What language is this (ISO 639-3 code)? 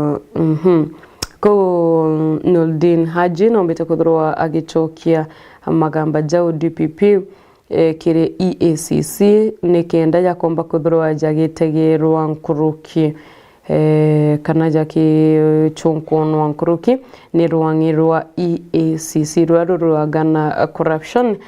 mer